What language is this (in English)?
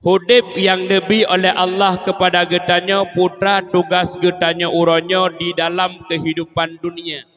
Achinese